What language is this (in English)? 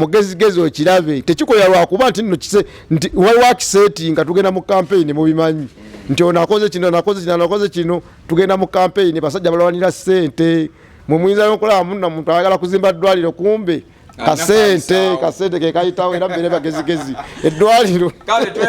Ganda